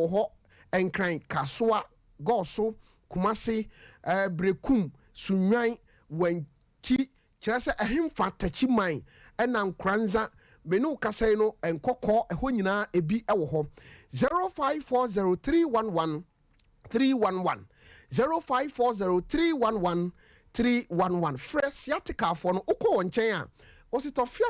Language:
Akan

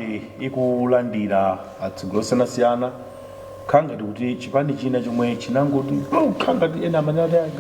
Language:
Nyanja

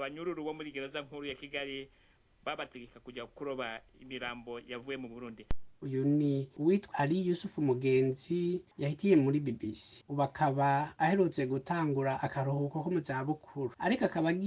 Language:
Rundi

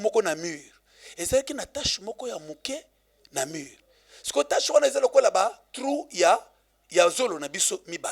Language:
Lingala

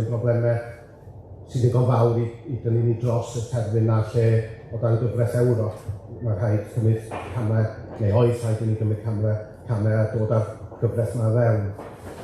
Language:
Welsh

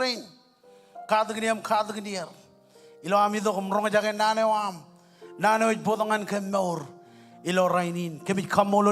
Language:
Marshallese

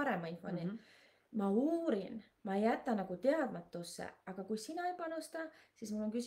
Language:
Estonian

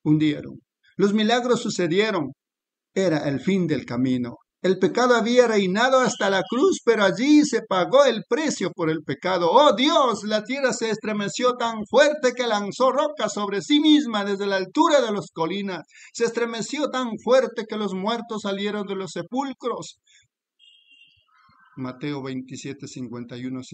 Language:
Spanish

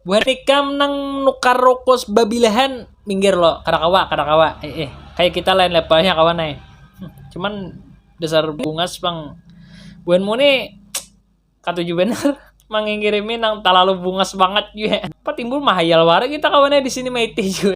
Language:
Banjar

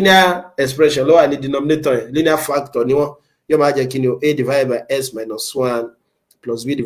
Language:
Yoruba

